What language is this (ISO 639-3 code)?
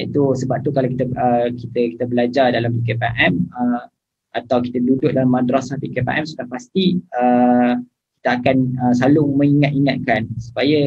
msa